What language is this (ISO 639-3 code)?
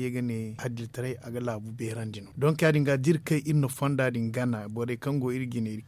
dje